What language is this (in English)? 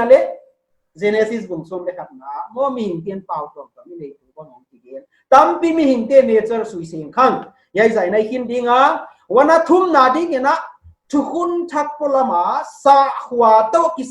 Paite Chin